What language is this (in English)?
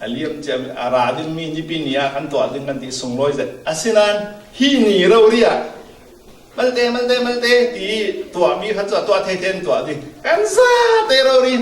Falam Chin